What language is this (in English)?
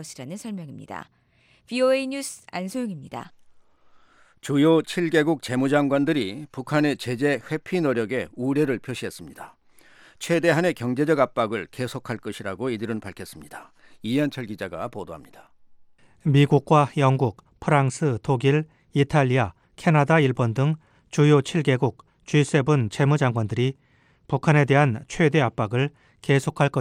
Korean